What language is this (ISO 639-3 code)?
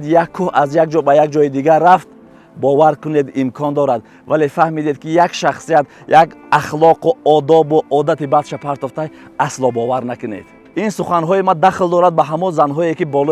tgk